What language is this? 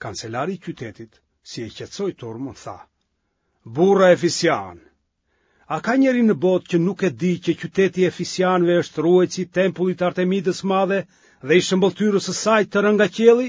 Albanian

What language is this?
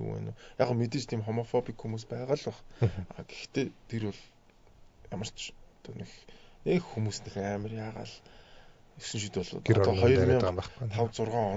Mongolian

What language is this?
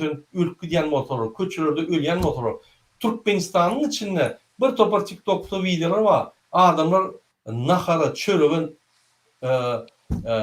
Turkmen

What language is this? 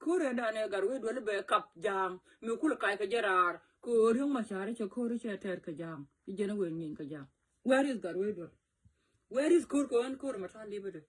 Nuer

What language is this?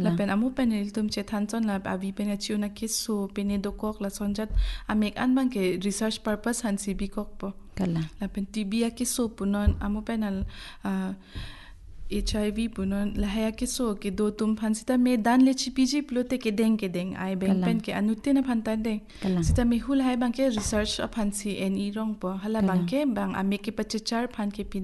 Karbi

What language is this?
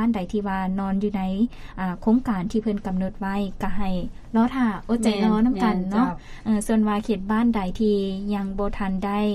Lao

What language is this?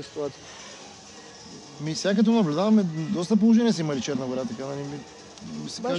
Bulgarian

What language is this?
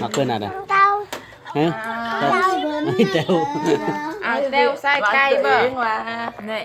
Lao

